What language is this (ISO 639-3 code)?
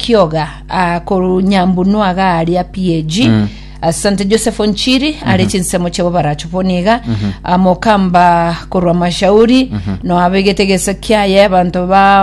guz